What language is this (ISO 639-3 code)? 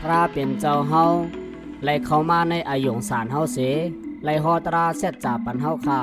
shn